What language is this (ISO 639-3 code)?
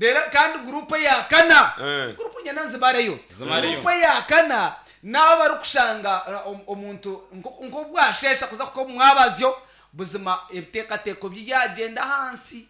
nyn